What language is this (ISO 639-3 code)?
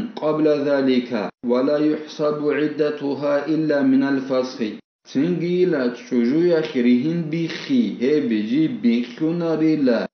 ava